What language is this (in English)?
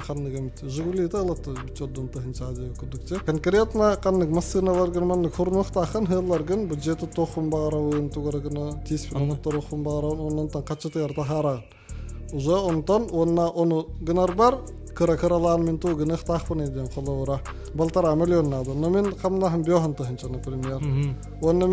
Yakut